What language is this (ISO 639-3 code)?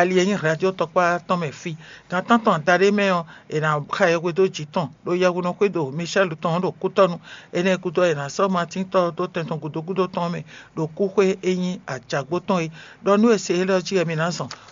fon